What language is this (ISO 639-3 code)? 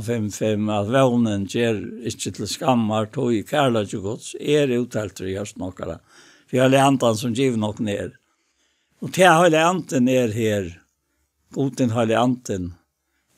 fao